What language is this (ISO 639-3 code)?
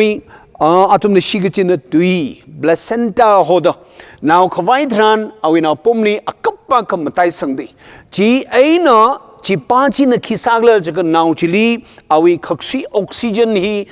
nmf